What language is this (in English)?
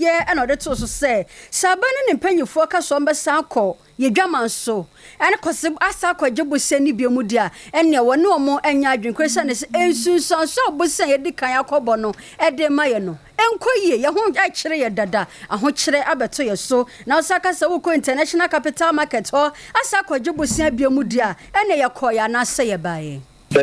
Akan